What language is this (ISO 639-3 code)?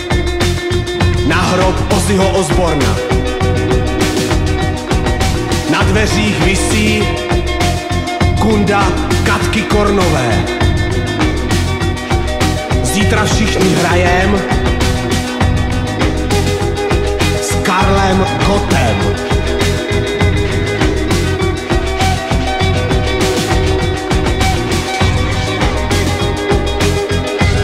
ces